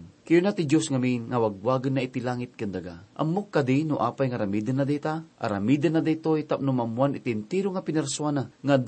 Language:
Iloko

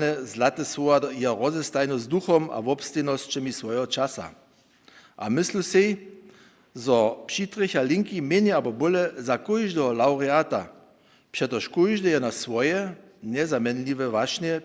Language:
Upper Sorbian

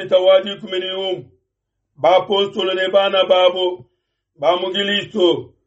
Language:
Luba-Lulua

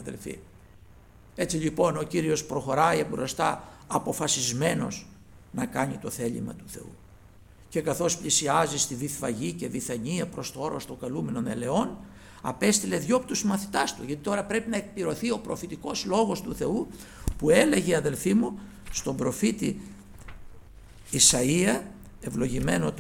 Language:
Greek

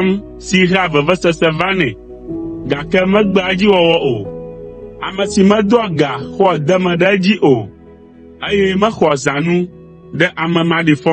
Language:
Ewe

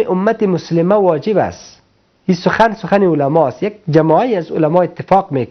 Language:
Persian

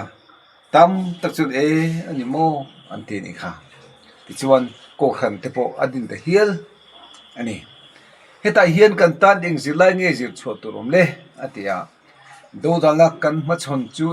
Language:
Mizo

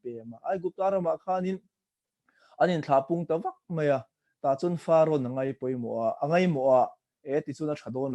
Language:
Mizo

